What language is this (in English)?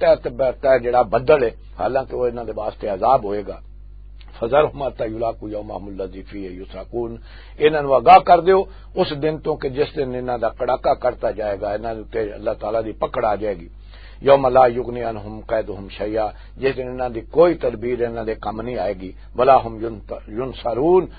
Western Panjabi